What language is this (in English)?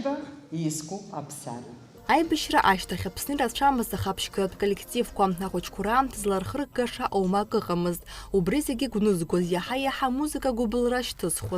Abkhazian